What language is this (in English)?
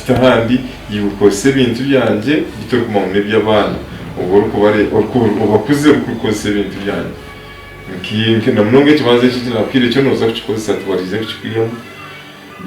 Nyankole